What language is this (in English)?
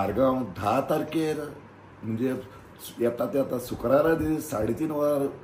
Konkani